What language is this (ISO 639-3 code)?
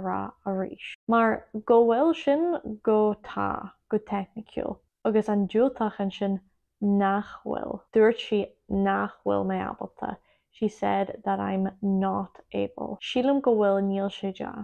gle